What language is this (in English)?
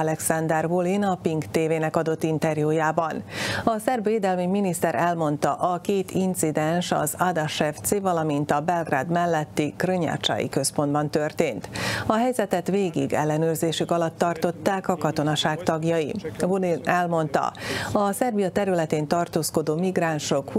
Hungarian